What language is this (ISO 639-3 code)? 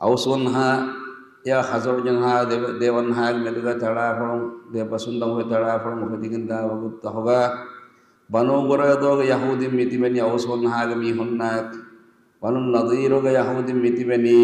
div